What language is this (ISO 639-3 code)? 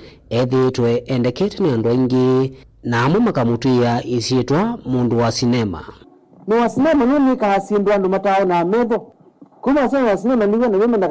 kam